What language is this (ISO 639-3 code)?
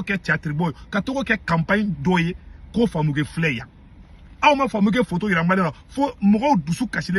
bam